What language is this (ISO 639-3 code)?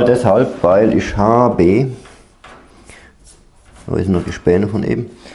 deu